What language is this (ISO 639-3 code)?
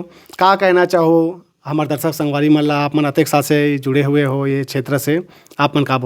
hne